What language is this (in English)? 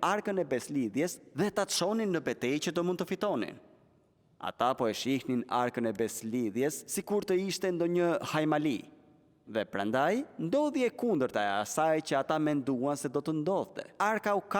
Albanian